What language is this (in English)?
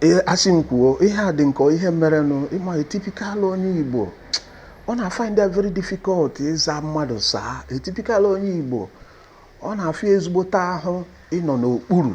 Igbo